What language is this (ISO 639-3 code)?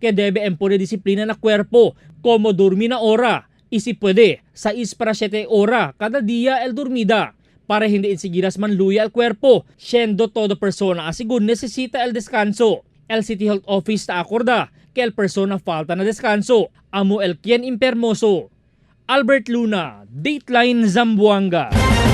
cbk